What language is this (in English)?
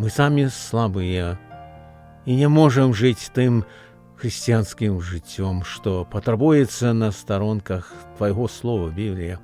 Belarusian